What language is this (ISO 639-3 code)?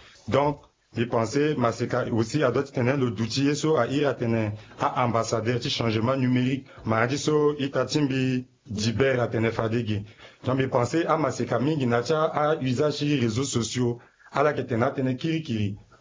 sag